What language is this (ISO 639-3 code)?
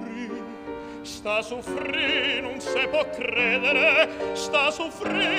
ita